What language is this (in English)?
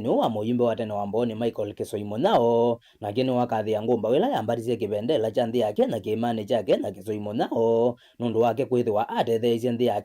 Kamba